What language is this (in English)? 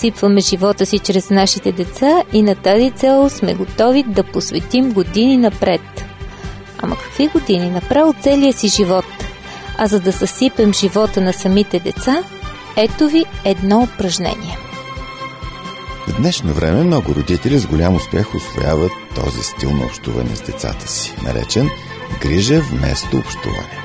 Bulgarian